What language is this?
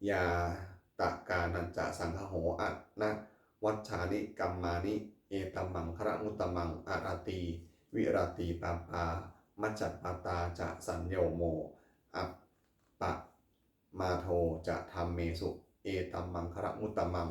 Pali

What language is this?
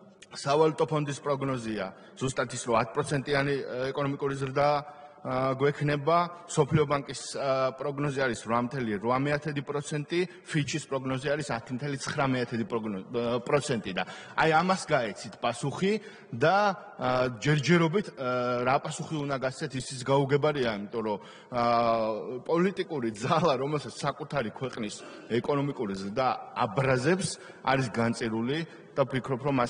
Georgian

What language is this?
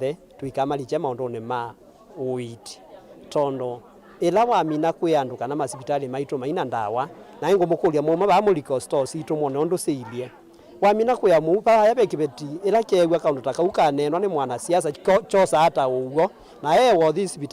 Kamba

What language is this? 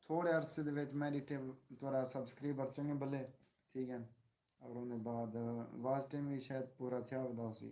Saraiki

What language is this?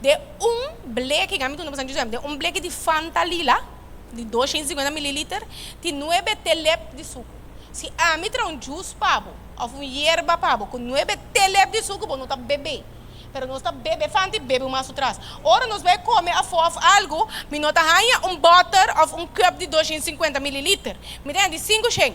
Papiamento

